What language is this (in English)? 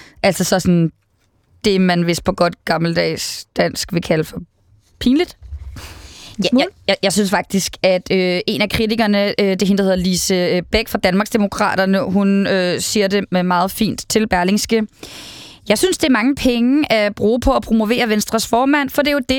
Danish